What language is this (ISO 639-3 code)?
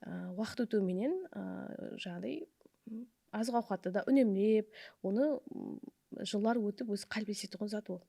kaa